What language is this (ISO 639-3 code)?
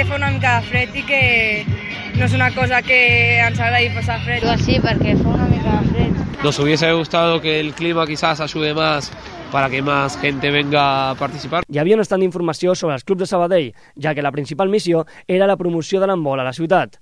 cat